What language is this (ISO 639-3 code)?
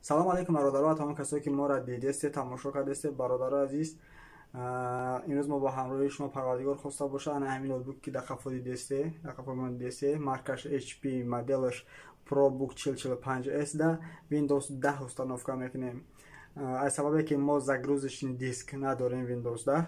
tgk